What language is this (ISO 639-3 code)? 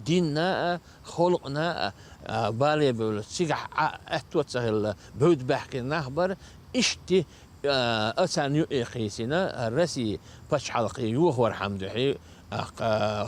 che